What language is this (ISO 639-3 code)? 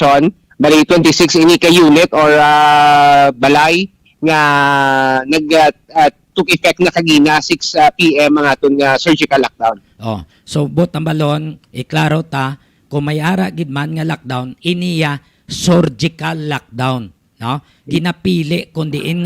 hil